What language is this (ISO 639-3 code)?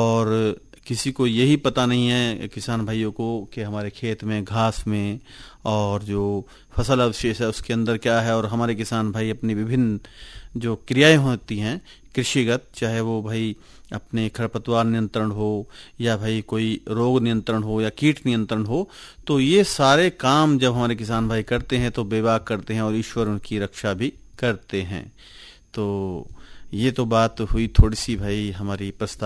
hin